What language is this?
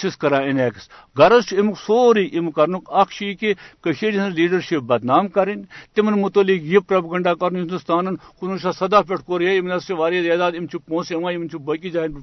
Kashmiri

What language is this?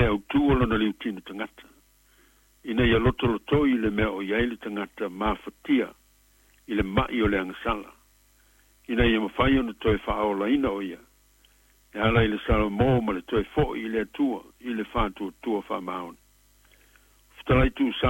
Samoan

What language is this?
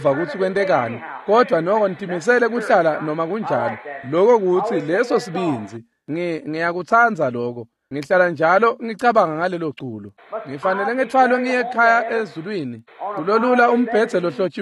Swati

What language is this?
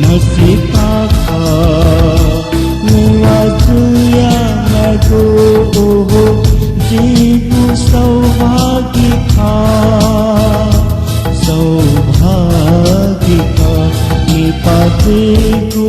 Newari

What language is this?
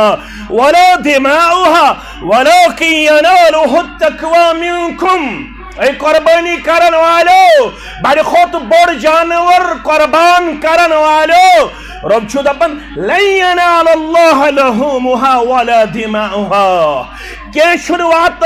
Kashmiri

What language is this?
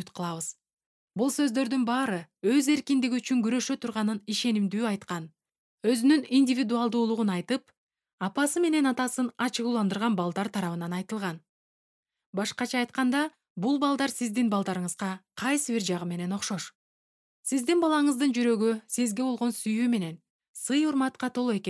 Kyrgyz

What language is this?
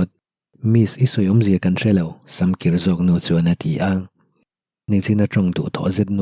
Mizo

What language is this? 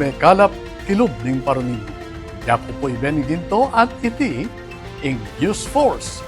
Pampanga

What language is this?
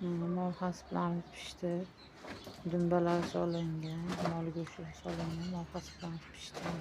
Uzbek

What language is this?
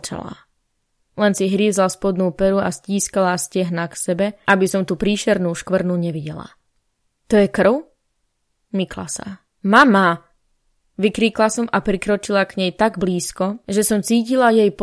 Slovak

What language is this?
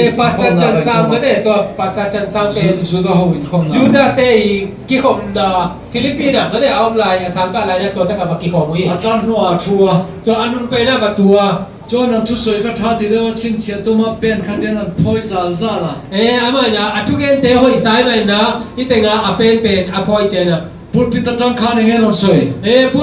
Tedim Chin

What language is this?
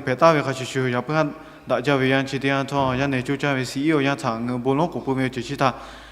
Lahu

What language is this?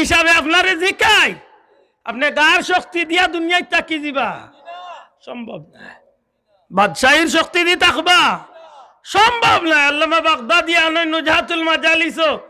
Sylheti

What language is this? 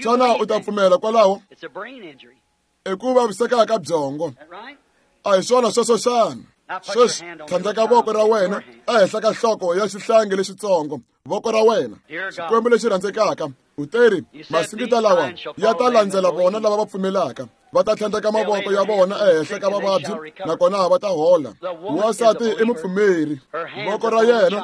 Tsonga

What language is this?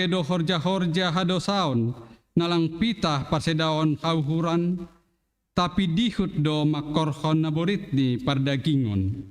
Batak Simalungun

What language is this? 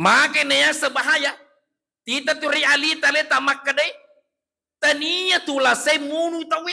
Buginese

